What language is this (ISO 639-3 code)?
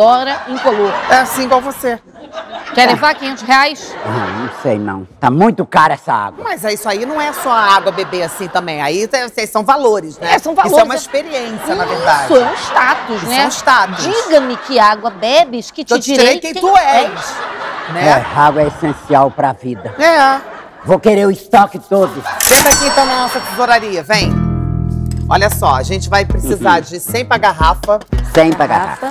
por